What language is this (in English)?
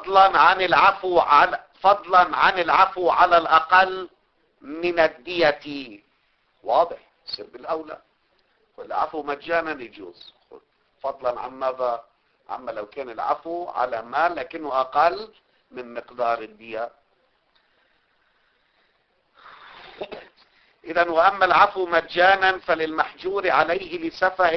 Arabic